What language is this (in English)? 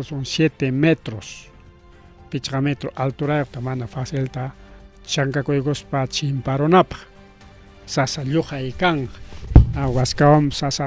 Ayacucho Quechua